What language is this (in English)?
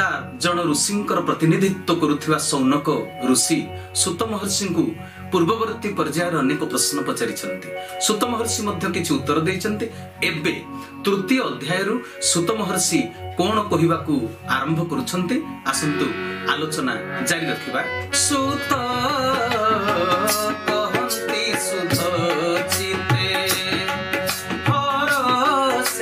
Odia